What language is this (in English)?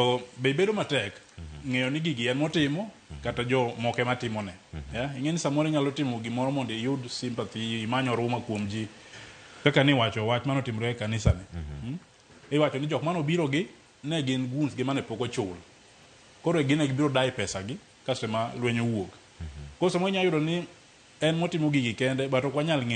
Luo (Kenya and Tanzania)